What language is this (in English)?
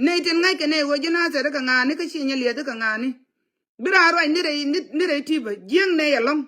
Nuer